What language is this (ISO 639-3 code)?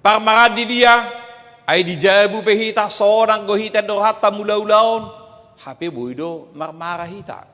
bbc